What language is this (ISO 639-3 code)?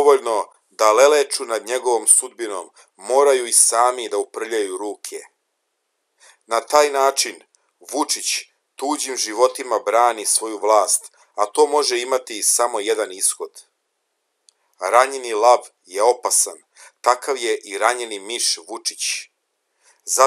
srp